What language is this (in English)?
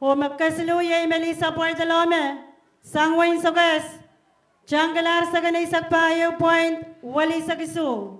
Pohnpeian